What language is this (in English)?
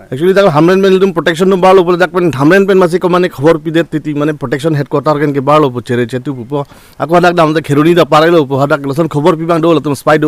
Karbi